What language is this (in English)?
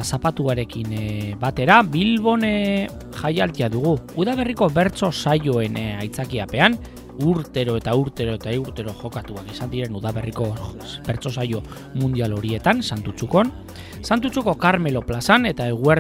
Basque